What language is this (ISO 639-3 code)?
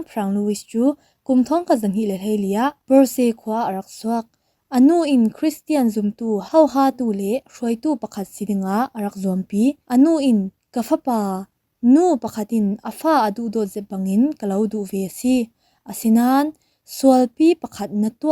cfm